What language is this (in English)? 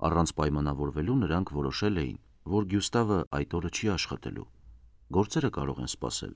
Armenian